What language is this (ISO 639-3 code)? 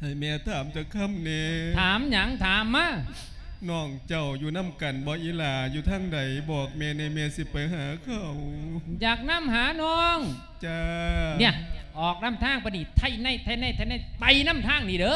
lao